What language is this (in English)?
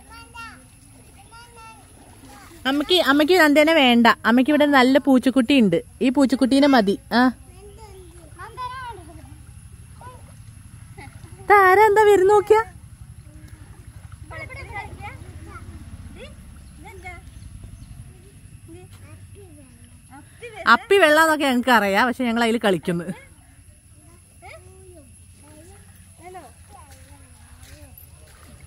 Malayalam